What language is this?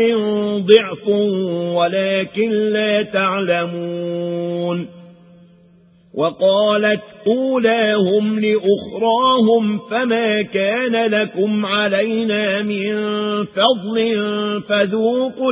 Arabic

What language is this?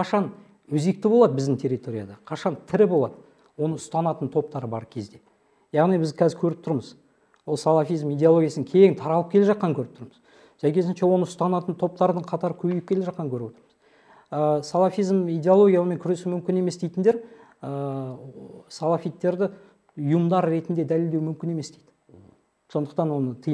Kazakh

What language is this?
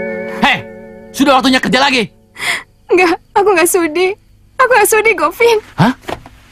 Indonesian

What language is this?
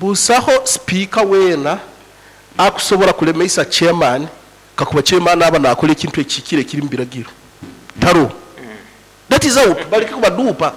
Nyoro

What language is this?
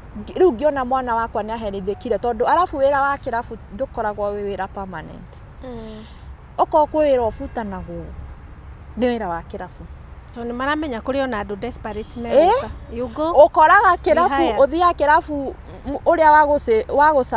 Kikuyu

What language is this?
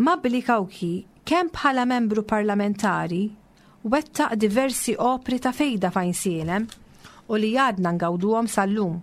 Maltese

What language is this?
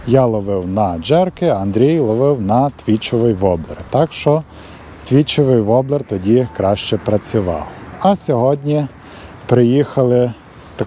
Ukrainian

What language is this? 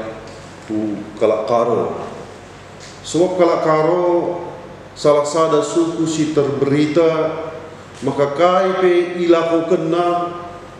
Batak Karo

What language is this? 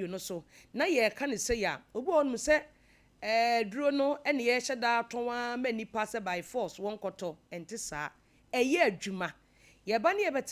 Akan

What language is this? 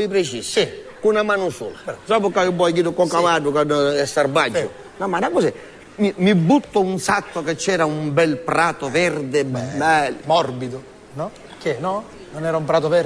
Sicilian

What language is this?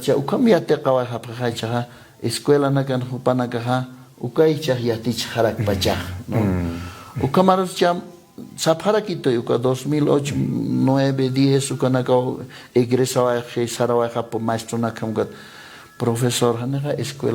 Aymara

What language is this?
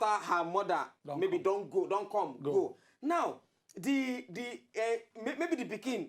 Nigerian Pidgin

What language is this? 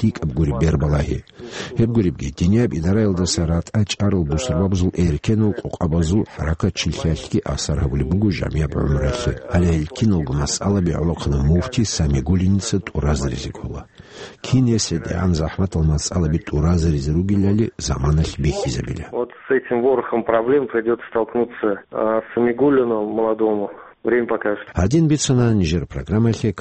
Avaric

